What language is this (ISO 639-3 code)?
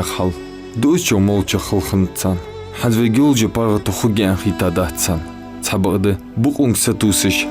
inh